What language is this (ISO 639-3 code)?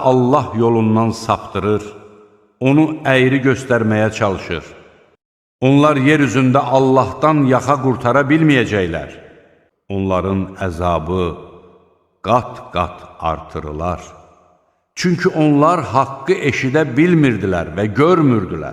aze